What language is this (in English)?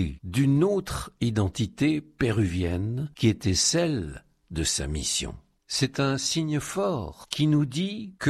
Basque